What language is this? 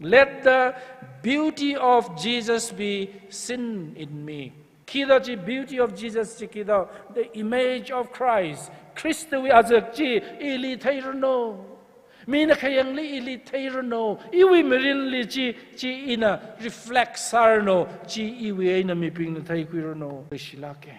Tangkhul Naga (India)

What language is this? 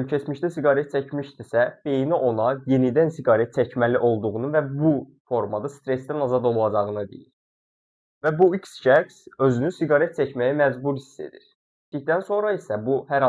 Azerbaijani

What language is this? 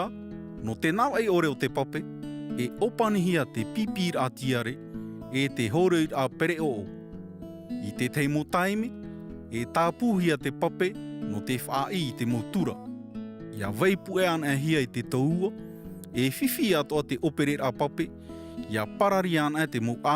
Tahitian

